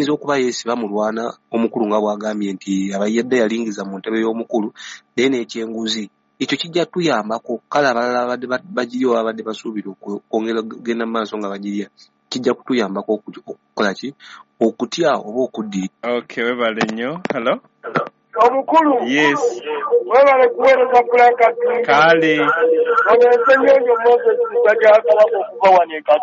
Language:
Ganda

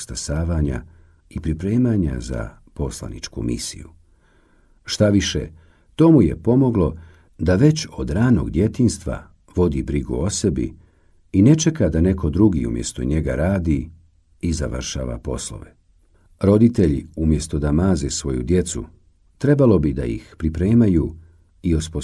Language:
Bosnian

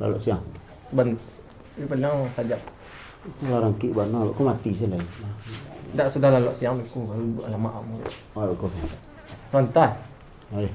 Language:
Minangkabau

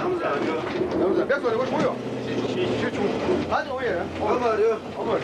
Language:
Chechen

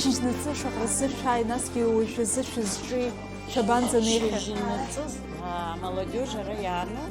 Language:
Abkhazian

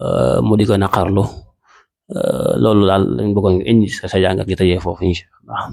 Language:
Wolof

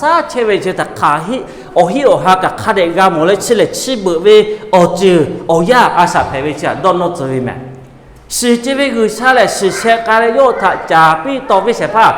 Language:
Lahu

